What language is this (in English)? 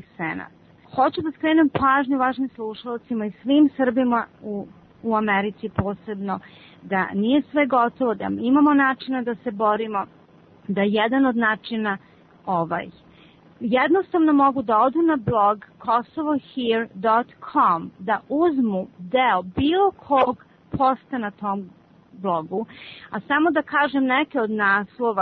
Serbian